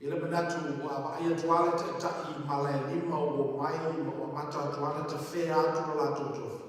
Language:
Samoan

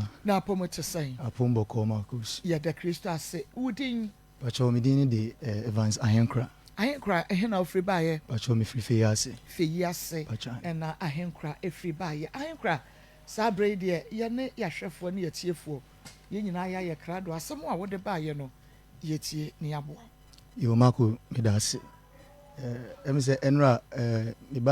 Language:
Akan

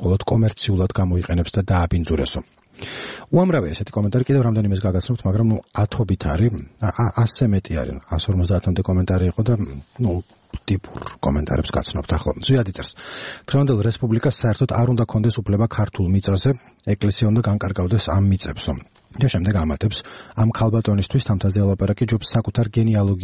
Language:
Georgian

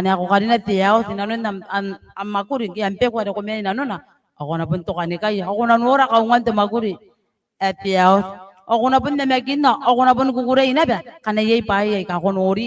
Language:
Gilbertese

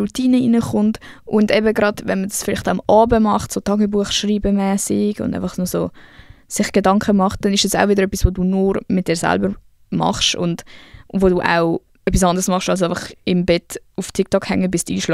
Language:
Swiss German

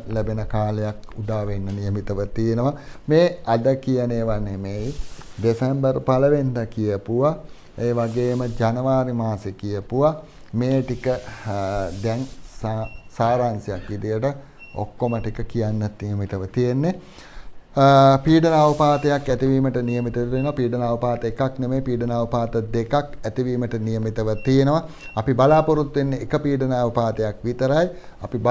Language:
Sinhala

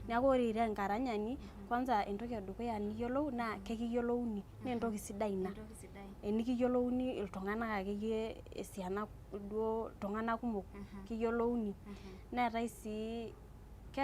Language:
Masai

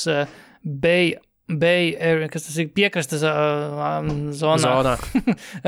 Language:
Latvian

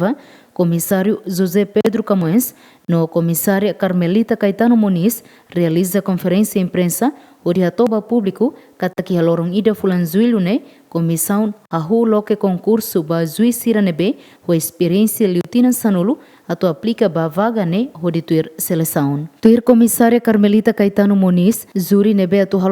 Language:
Tetum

